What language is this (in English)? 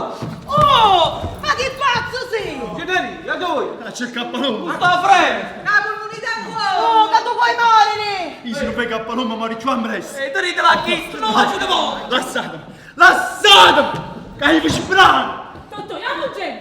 Neapolitan